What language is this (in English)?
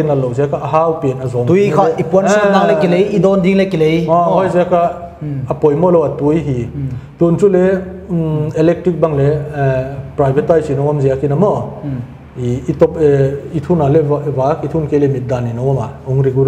Paite Chin